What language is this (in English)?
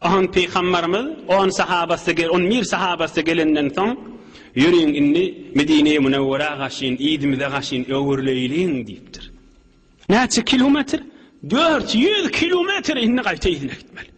Turkmen